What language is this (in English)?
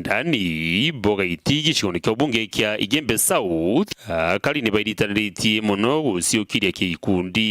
Meru